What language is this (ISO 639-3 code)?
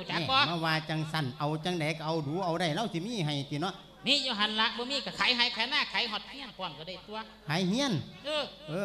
lao